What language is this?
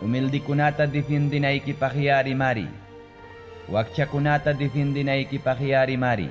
Ayacucho Quechua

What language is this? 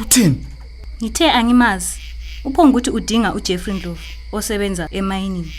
North Ndebele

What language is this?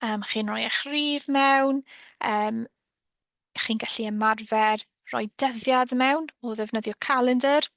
Welsh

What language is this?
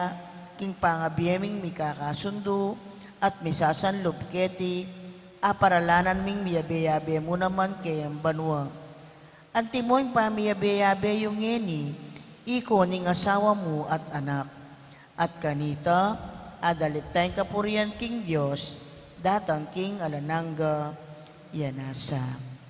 Pampanga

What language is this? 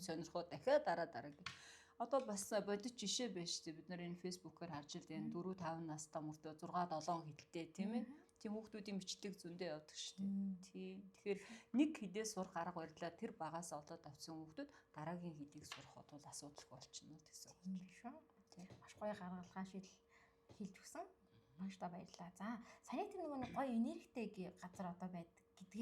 Mongolian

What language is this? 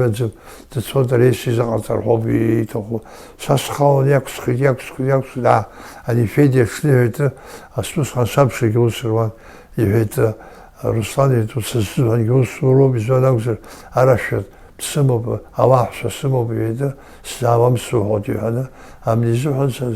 Abkhazian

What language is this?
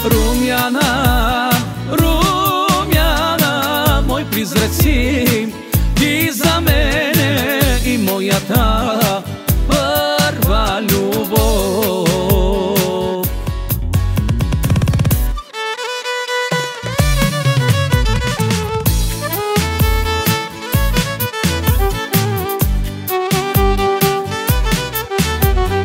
Bulgarian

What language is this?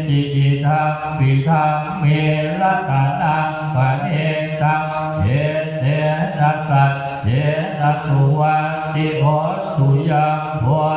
Pali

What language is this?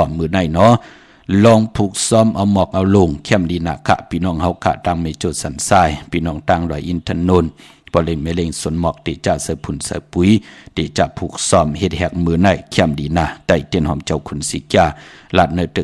Shan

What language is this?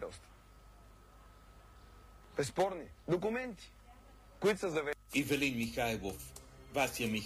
Bulgarian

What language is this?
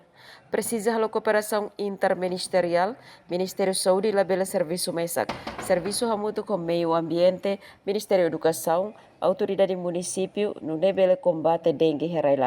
Tetum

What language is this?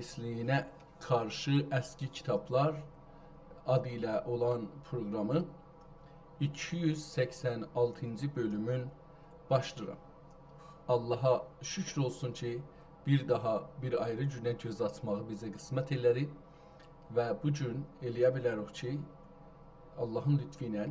South Azerbaijani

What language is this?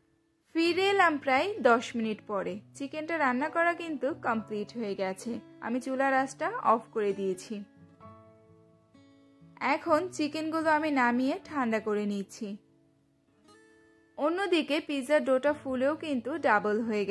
Bangla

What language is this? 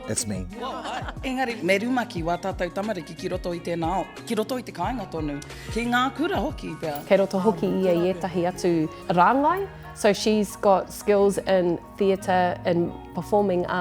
Māori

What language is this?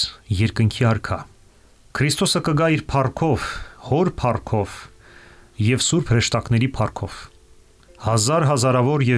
Armenian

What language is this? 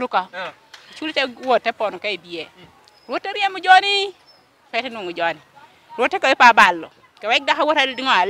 Lango (Uganda)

